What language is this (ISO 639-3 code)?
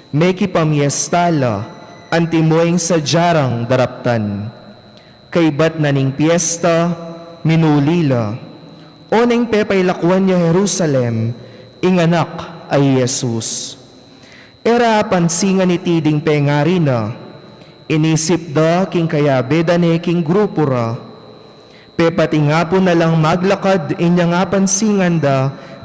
pam